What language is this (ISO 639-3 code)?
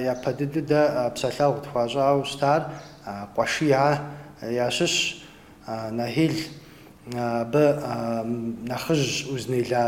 kbd